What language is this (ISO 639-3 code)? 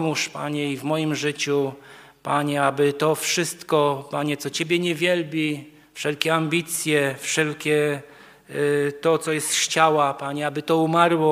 pol